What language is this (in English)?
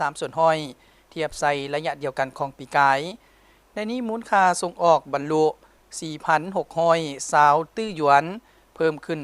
Lao